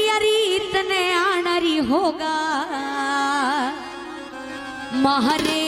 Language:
Haryanvi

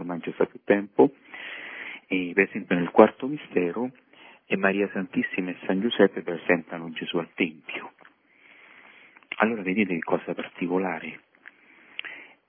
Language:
Italian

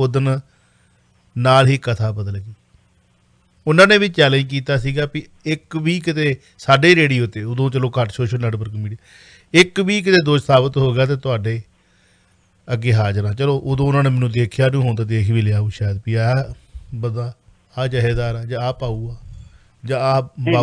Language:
Punjabi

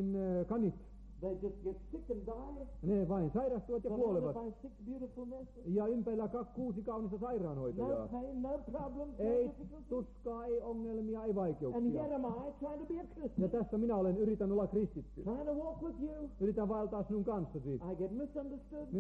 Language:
Finnish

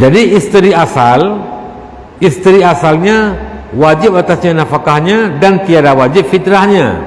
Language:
Achinese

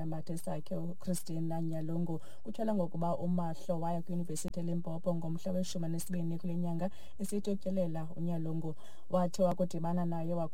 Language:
Xhosa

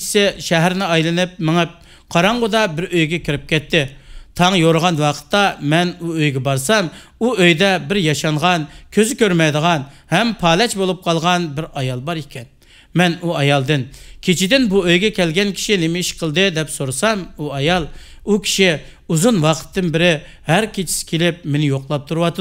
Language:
Uyghur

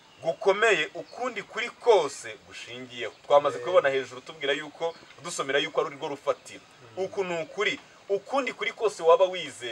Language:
Kinyarwanda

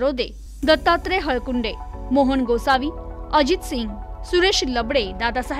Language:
Marathi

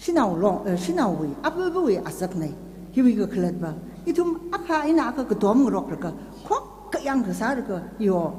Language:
Tangkhul Naga (India)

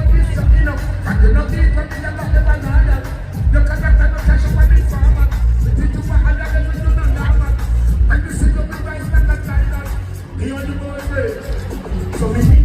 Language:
Jamaican Creole English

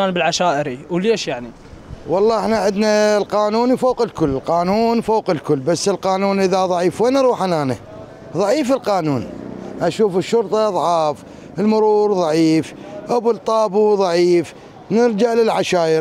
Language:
Mesopotamian Arabic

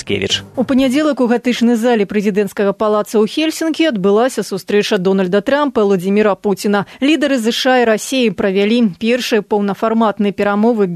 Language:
Belarusian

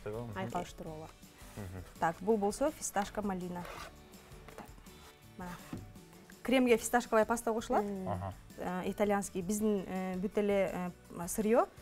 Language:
Kyrgyz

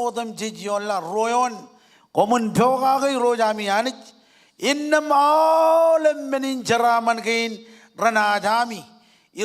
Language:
Marshallese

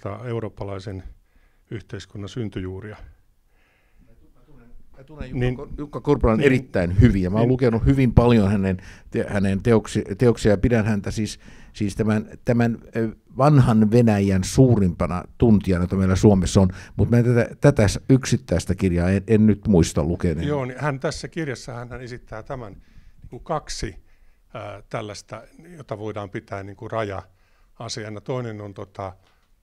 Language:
Finnish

